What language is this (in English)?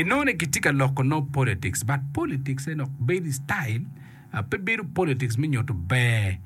Acoli